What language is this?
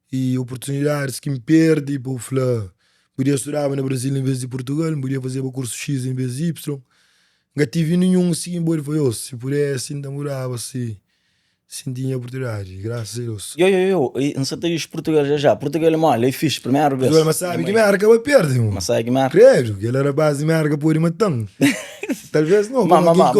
Kabuverdianu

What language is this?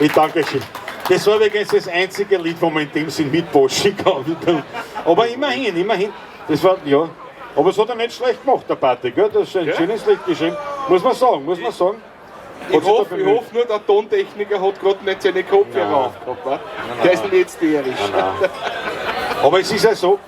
Bavarian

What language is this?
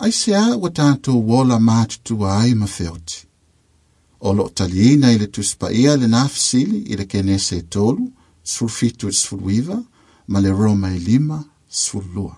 Samoan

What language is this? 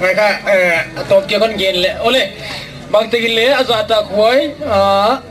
Gangte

